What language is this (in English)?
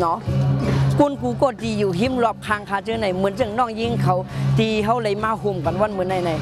Shan